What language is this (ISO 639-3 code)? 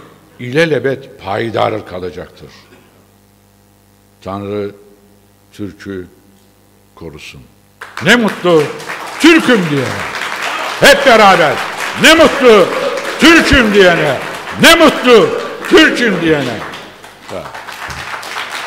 tur